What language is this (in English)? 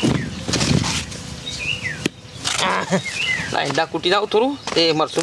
Gujarati